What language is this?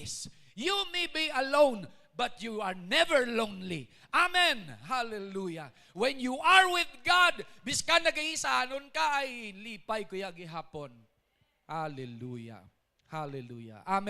Hiligaynon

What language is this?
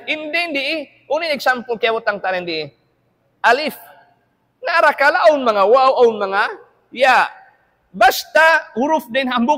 Tausug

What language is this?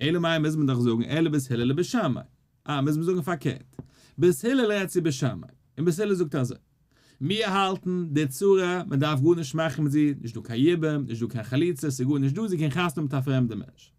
Yiddish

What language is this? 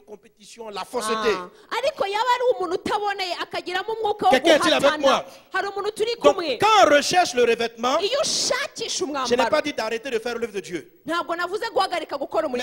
Kinyarwanda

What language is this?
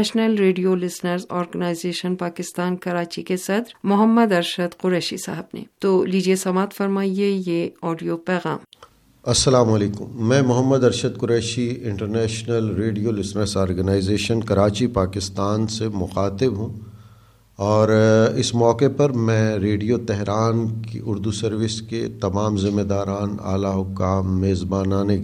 Urdu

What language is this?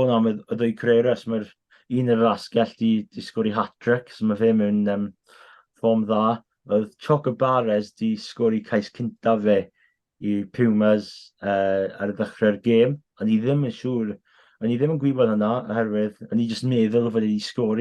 Welsh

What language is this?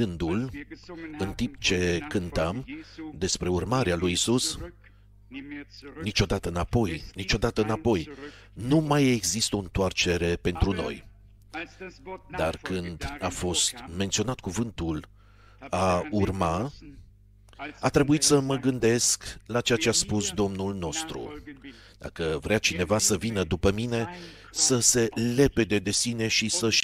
Romanian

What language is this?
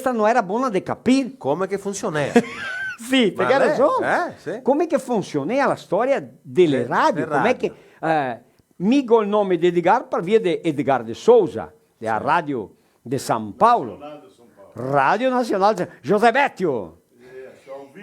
Venetian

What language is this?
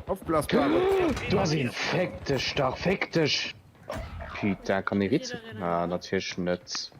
Luxembourgish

